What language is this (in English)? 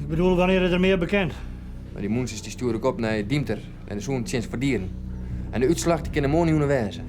Western Frisian